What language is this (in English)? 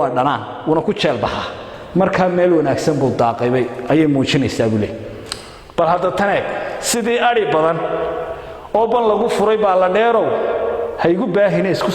Somali